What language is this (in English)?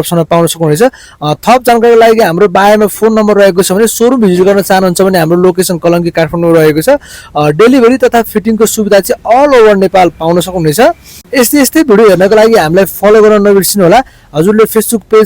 Nepali